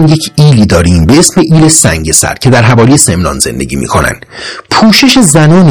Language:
Persian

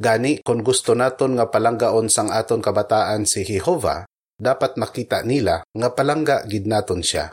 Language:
Hiligaynon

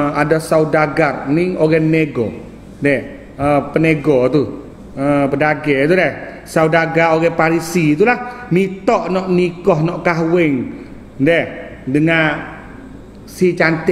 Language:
Malay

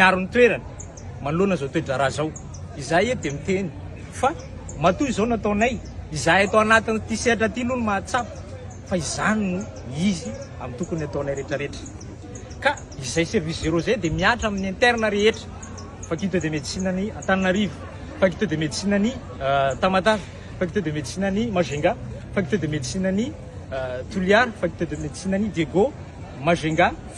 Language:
Malagasy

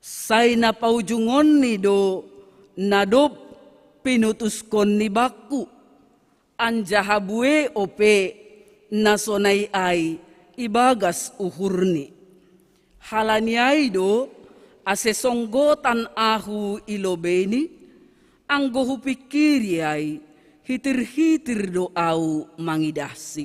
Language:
Batak Simalungun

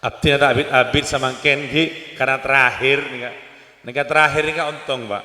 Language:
Madurese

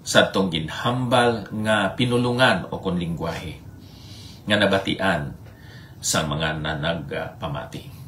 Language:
Hiligaynon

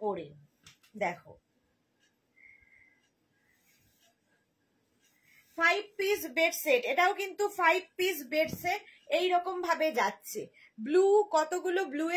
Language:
Bangla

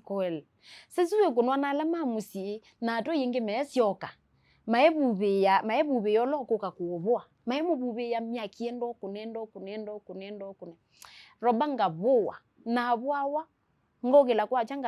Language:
Kamba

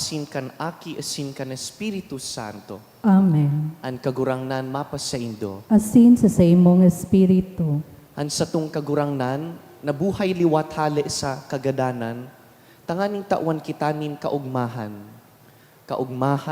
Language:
Bikol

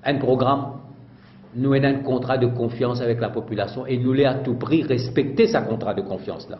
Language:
Morisyen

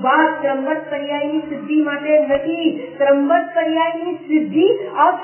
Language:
Gujarati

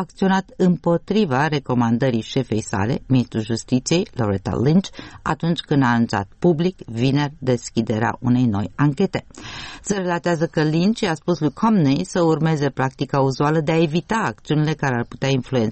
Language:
Romanian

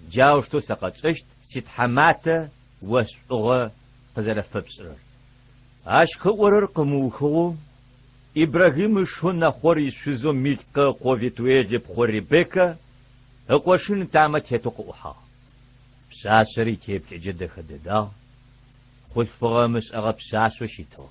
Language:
Adyghe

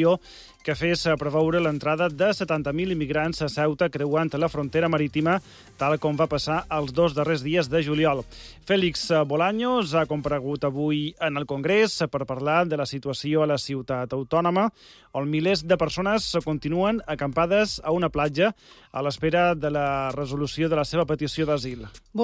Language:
Catalan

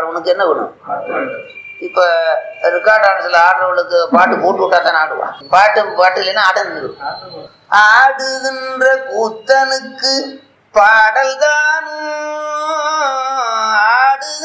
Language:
Tamil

